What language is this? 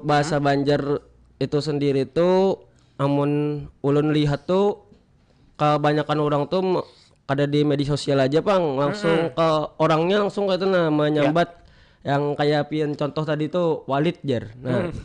Banjar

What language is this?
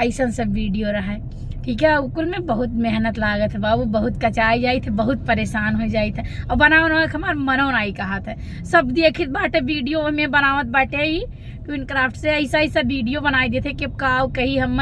Awadhi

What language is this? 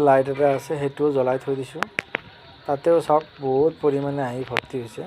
Assamese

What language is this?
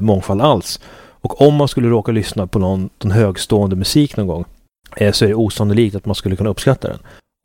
Swedish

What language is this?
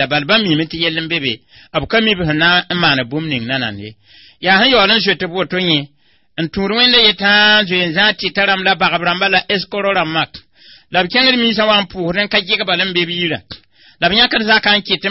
Mossi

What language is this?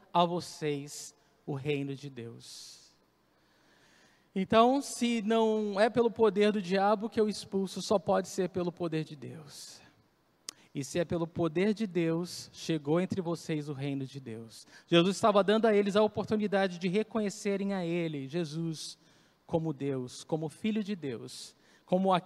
Portuguese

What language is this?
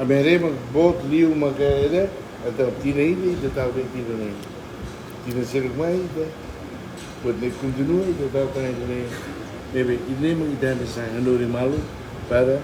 Tetum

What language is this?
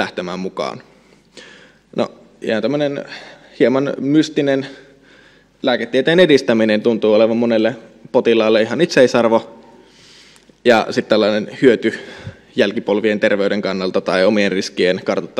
Finnish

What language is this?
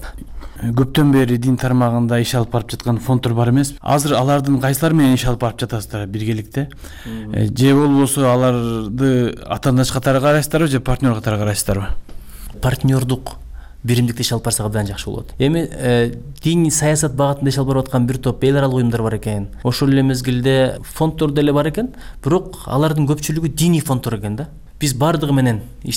Kyrgyz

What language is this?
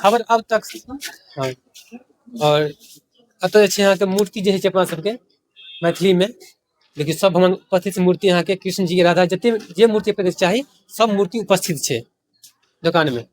Maithili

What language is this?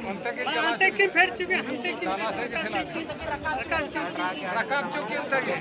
Santali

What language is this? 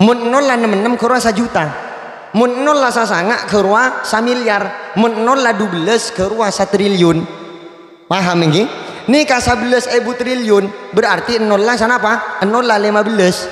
Madurese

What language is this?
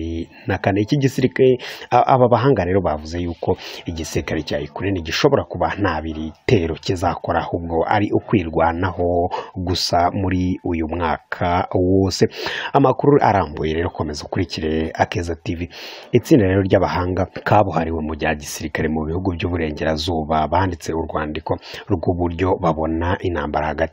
Kinyarwanda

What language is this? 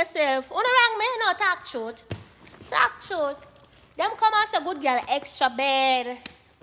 Jamaican Creole English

